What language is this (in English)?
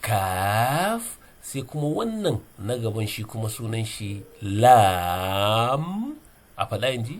Hausa